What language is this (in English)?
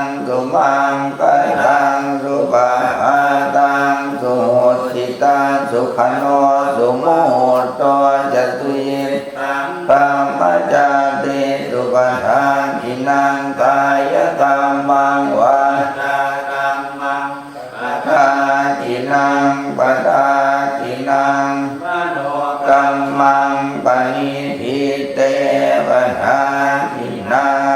Pali